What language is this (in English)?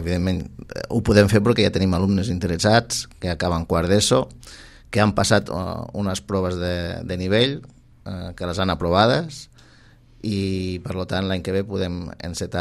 Catalan